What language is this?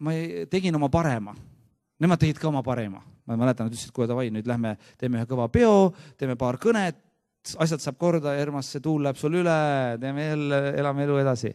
Estonian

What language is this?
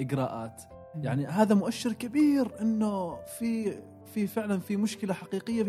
Gulf Arabic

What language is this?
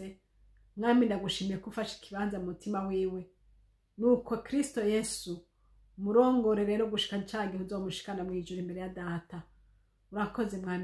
Rundi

